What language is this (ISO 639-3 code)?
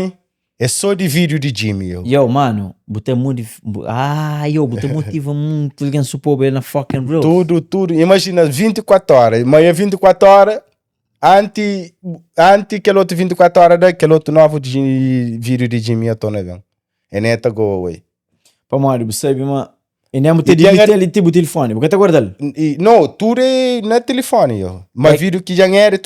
kea